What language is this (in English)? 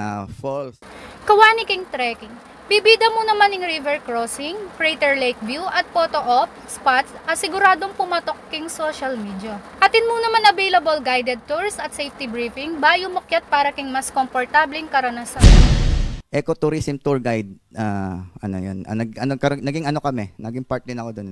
Pampanga